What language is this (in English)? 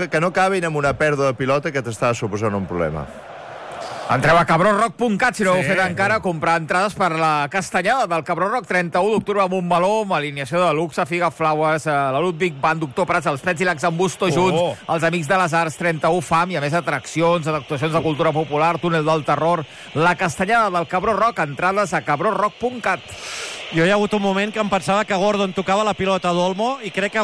Catalan